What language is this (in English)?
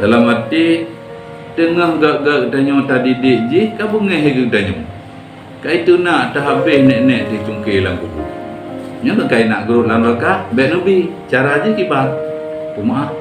Achinese